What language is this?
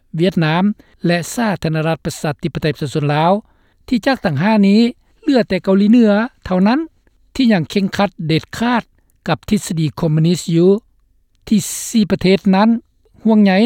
Lao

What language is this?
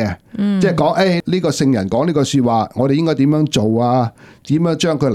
Cantonese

